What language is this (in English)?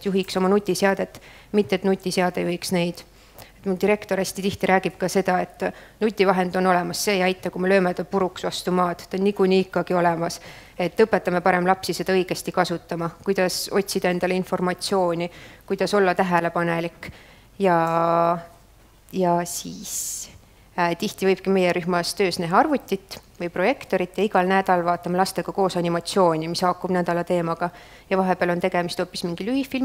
Estonian